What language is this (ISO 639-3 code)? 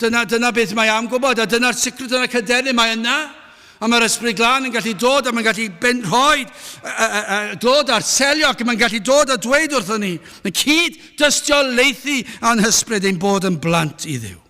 cym